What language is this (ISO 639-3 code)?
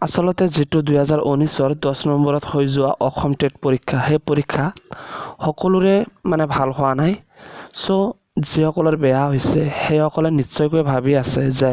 asm